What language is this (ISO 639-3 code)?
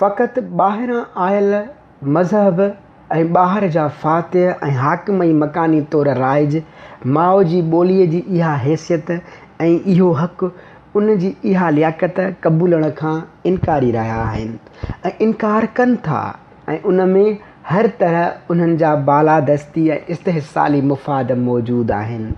snd